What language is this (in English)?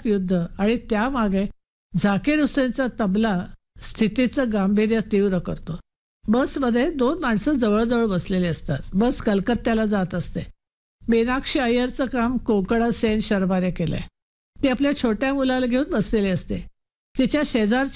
Marathi